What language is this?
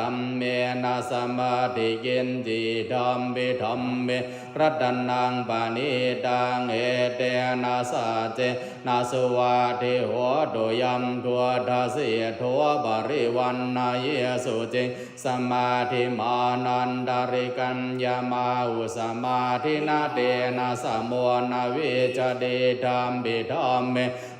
Pali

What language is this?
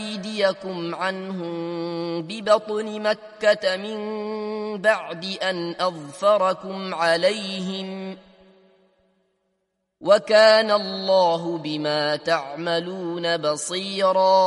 Arabic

